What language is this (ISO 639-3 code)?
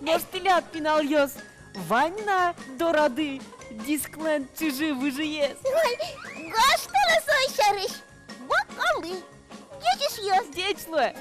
udm